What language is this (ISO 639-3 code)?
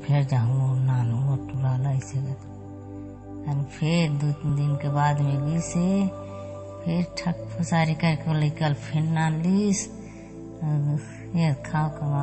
hne